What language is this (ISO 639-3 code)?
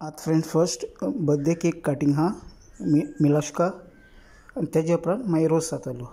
kok